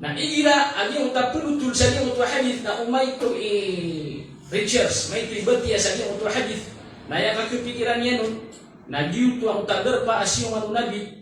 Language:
Maranao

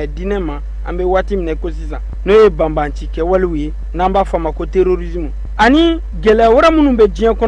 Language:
Bambara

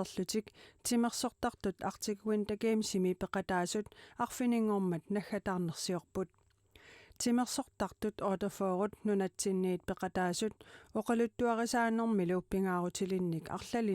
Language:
Kalaallisut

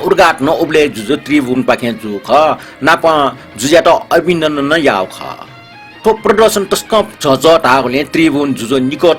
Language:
Newari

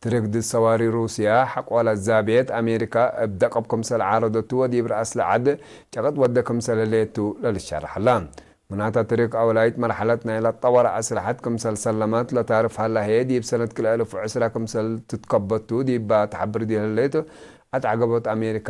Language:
Tigre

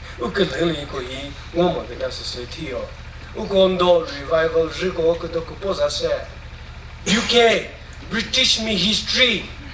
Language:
Chokri Naga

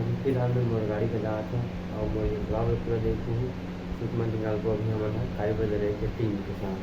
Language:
Chhattisgarhi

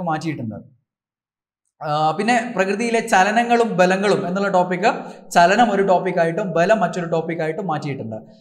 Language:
Malayalam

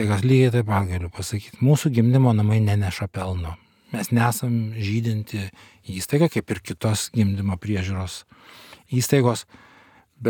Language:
Lithuanian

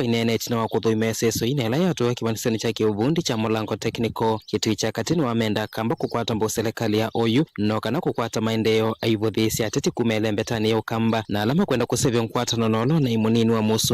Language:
Kamba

